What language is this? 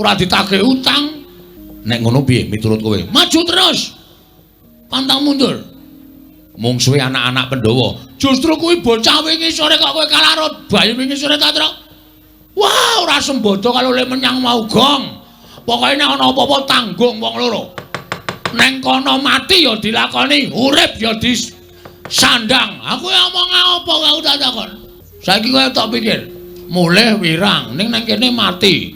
Javanese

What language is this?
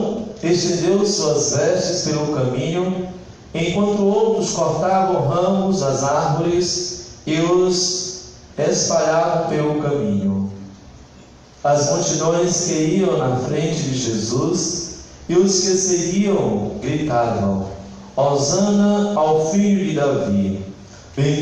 Portuguese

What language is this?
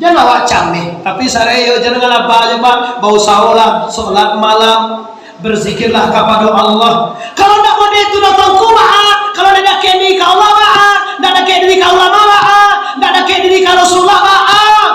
Minangkabau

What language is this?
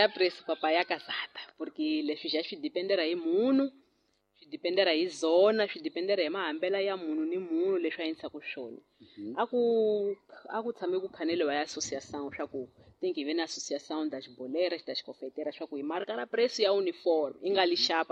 Tsonga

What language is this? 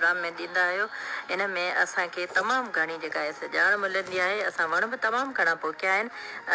Sindhi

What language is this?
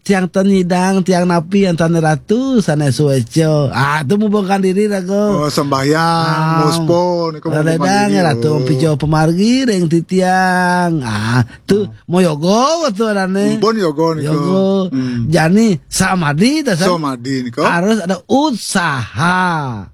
Balinese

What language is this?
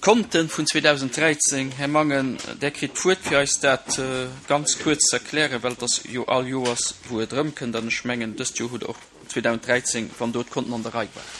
Luxembourgish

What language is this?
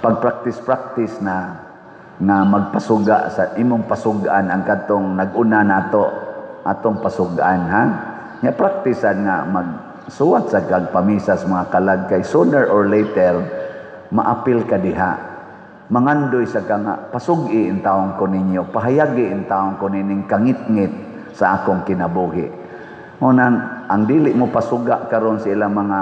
Cebuano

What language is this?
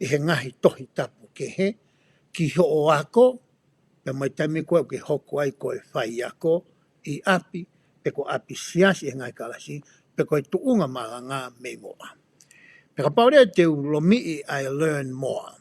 Tongan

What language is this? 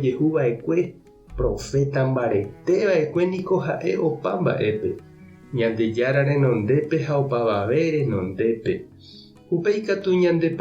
Guarani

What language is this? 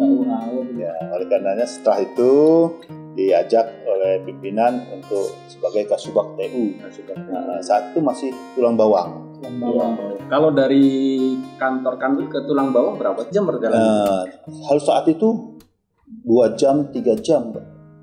Indonesian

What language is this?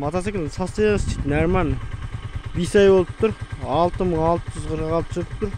Kazakh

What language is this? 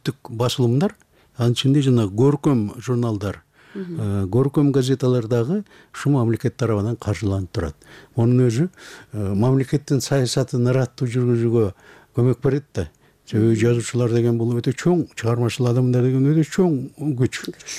Kyrgyz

